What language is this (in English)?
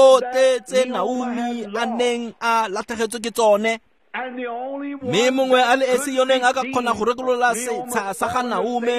Tswana